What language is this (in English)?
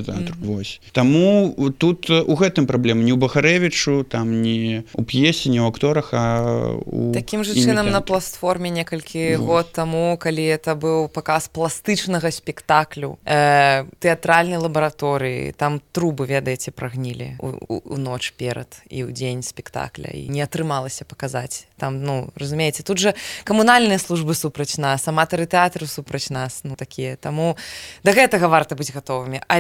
Belarusian